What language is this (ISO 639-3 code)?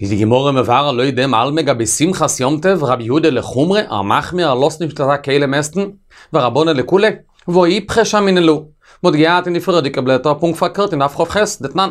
yid